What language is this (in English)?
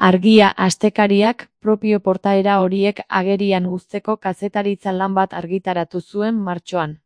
Basque